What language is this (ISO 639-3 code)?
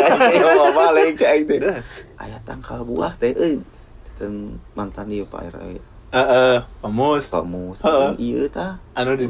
sun